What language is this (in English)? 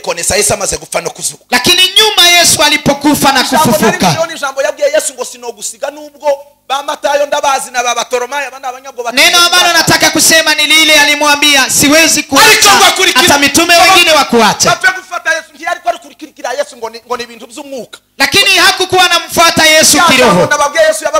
Kinyarwanda